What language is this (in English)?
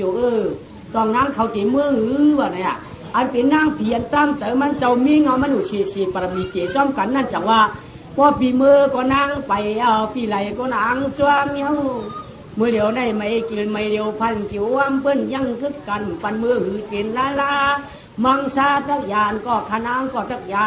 Shan